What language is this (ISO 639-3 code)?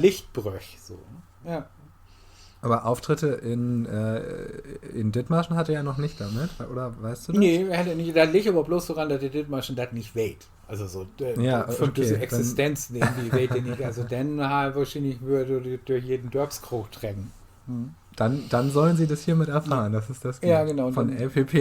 nds